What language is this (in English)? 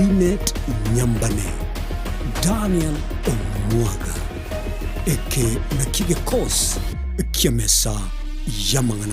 Gusii